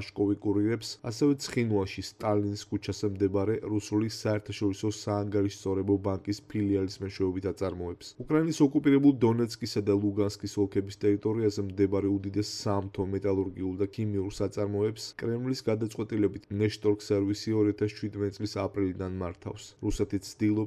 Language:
Georgian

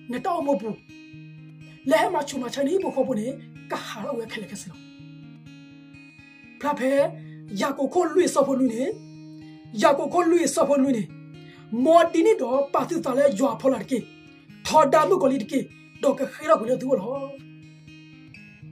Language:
S'gaw Karen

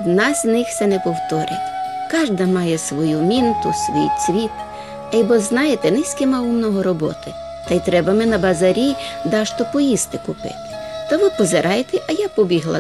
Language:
Rusyn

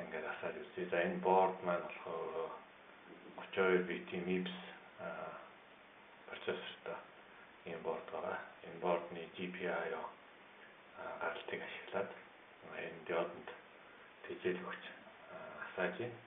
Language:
Mongolian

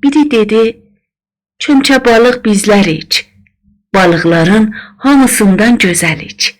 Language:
South Azerbaijani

